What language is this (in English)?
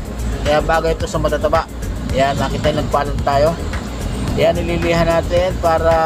Filipino